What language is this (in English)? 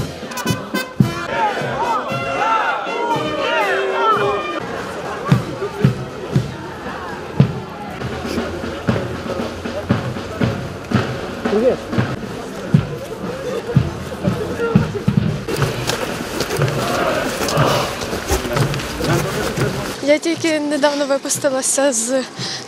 Ukrainian